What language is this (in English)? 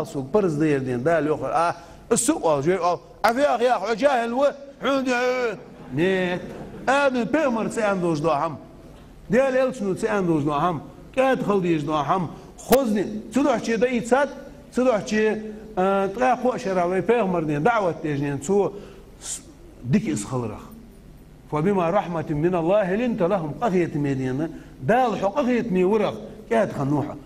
Ingush